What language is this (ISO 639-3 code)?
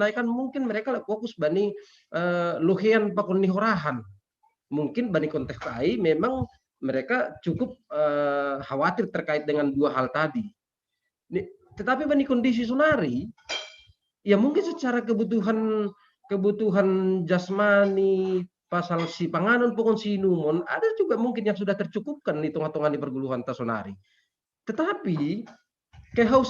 bts